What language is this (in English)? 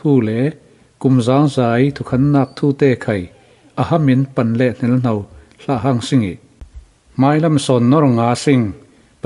Falam Chin